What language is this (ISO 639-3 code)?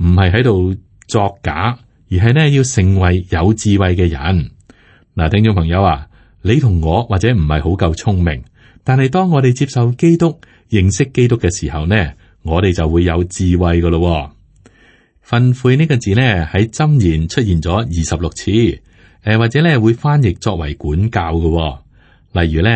yue